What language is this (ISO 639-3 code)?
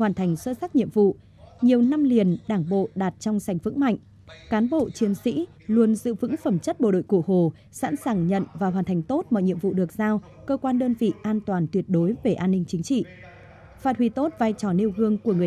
vie